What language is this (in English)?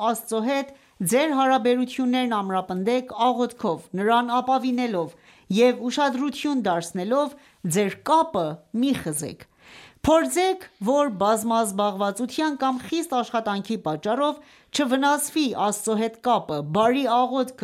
Armenian